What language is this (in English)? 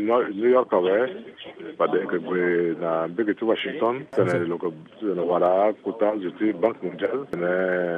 Sango